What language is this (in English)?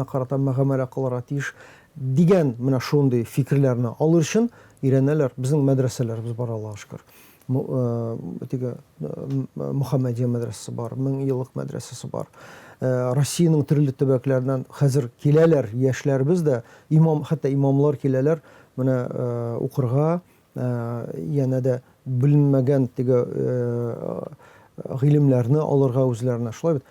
Tatar